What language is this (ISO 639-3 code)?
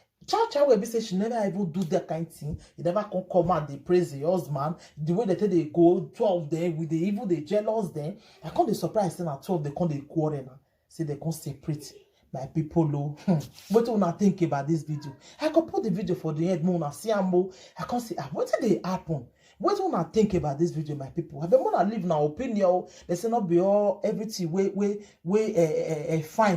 pcm